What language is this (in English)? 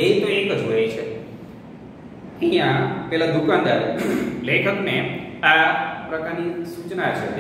Gujarati